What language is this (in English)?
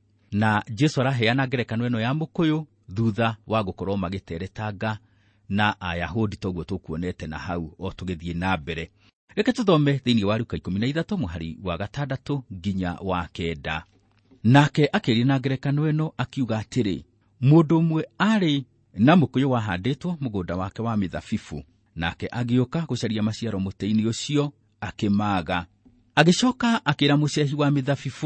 Kikuyu